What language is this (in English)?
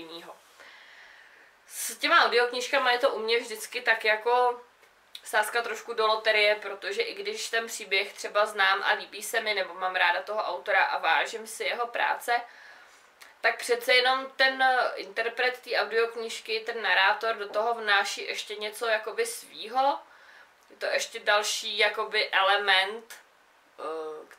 Czech